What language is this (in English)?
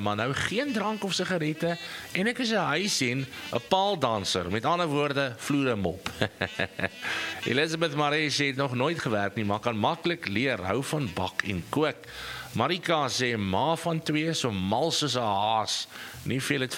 Afrikaans